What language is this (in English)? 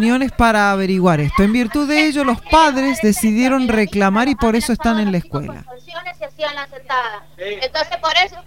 Spanish